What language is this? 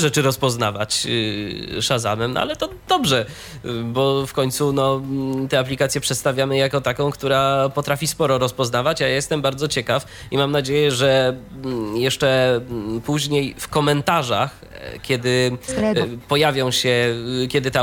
Polish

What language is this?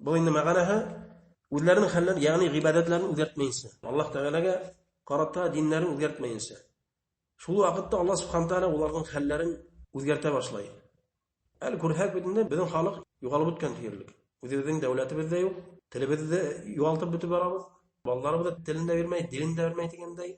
Bashkir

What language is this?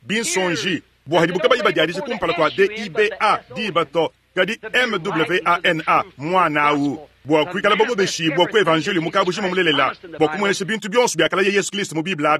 Luba-Lulua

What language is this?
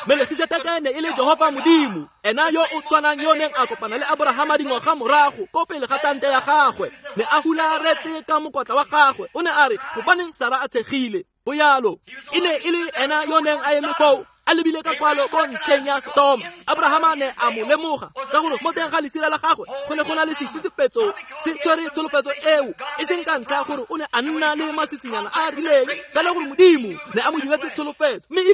Tswana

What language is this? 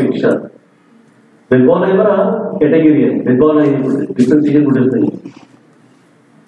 Marathi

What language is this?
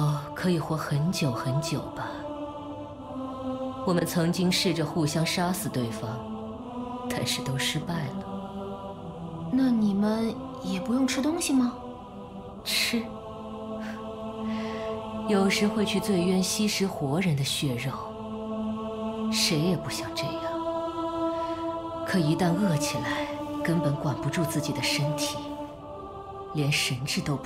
Chinese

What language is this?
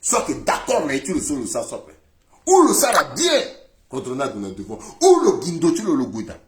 Sango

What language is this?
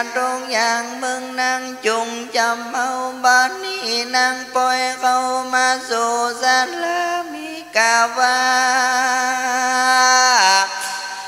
Thai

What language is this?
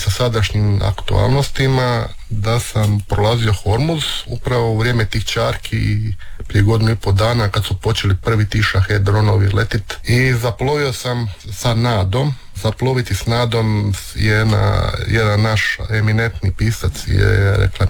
Croatian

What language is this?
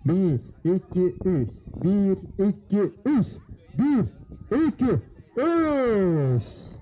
Yakut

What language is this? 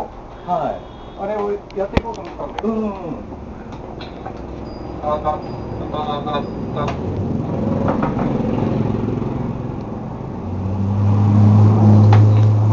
Japanese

